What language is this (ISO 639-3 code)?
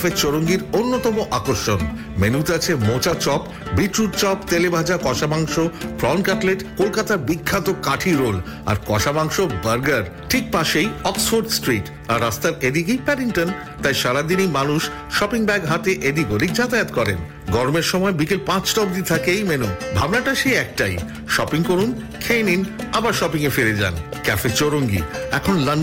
ben